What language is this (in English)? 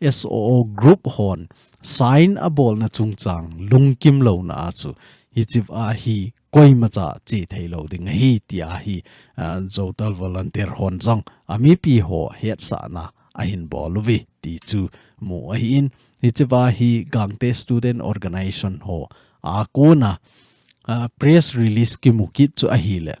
Thado Chin